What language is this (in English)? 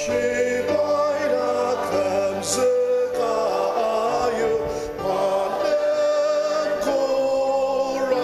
Ao Naga